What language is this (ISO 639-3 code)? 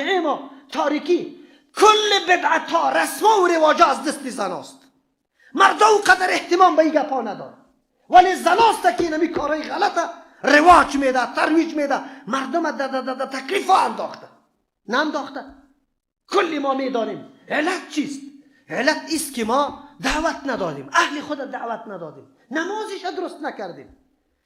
fas